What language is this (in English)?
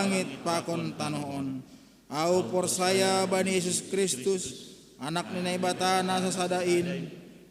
Batak Simalungun